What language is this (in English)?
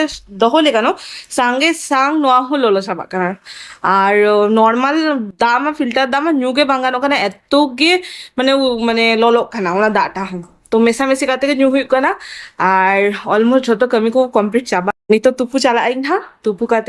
Santali